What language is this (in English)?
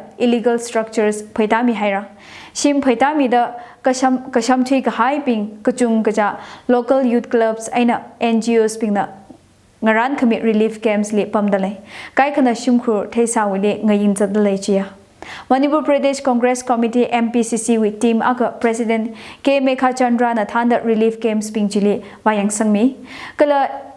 Tangkhul Naga (India)